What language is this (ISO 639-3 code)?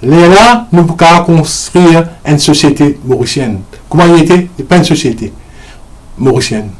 mfe